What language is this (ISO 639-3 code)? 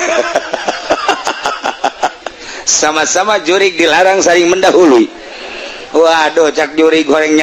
sun